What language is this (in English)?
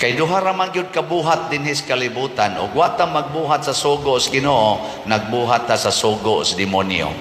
Cebuano